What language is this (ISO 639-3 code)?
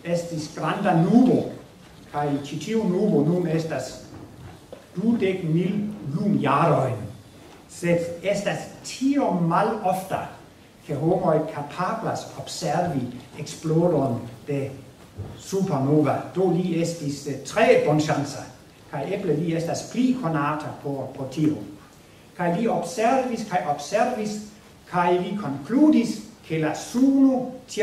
epo